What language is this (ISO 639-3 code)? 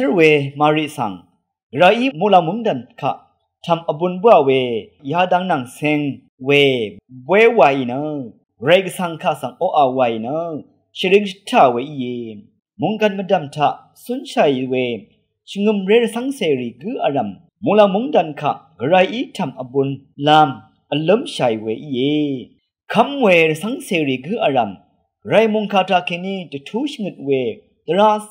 raw